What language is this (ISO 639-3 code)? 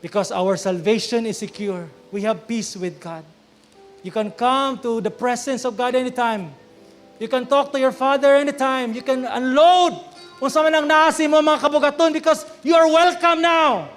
ceb